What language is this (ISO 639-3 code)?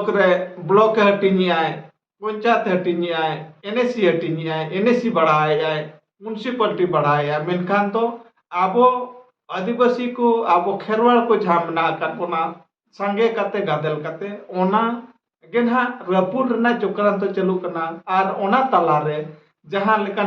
sat